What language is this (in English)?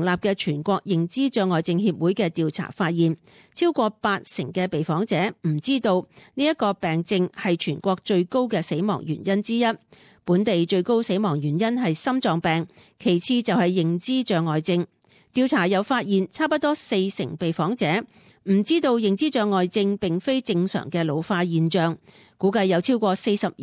Cantonese